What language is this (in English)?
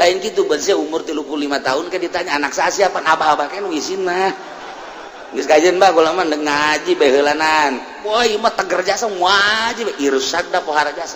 Sundanese